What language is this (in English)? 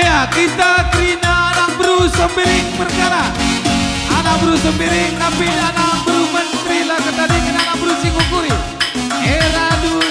Batak Karo